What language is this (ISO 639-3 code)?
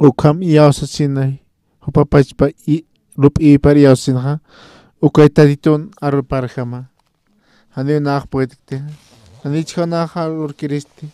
aym